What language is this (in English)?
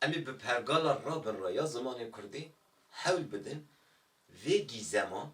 Kurdish